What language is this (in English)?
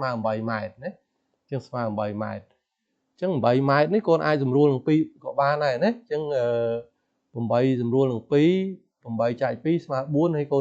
Khmer